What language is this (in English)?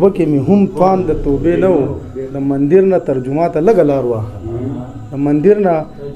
Pashto